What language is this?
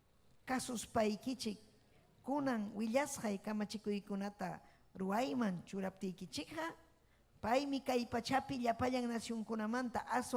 Ayacucho Quechua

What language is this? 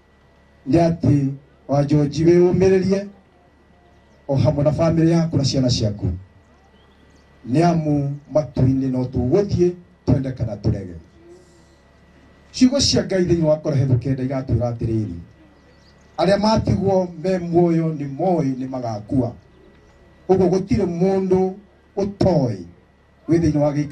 Kikuyu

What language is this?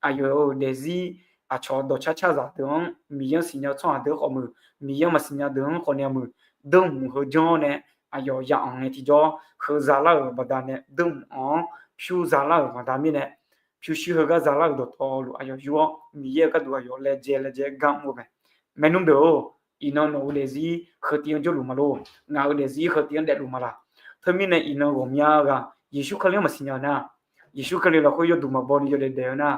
Akha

